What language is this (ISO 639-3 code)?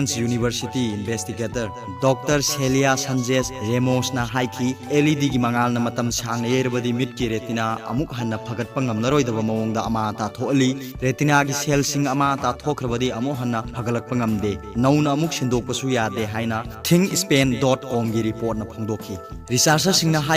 mni